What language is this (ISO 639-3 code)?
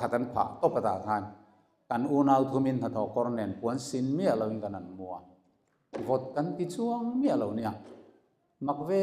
lus